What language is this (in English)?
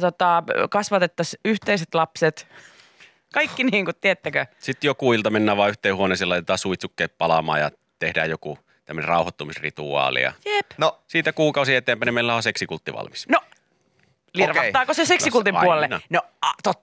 Finnish